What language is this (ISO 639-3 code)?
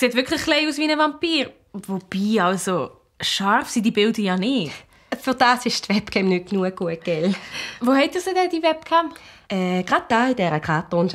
gsw